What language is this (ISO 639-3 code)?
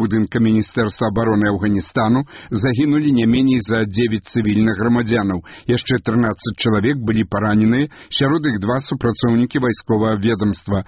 bel